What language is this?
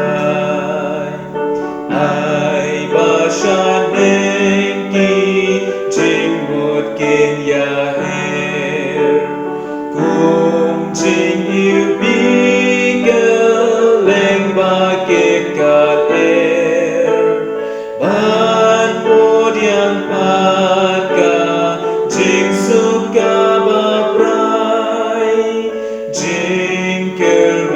Khasi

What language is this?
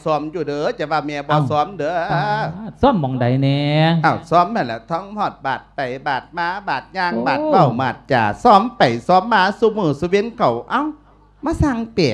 Lao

